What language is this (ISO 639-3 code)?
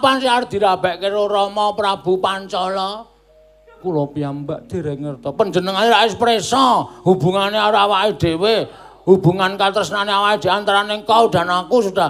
jav